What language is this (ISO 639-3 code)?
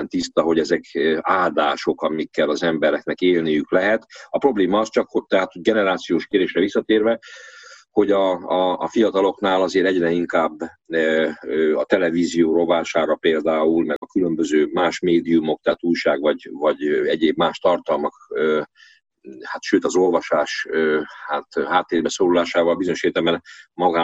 hun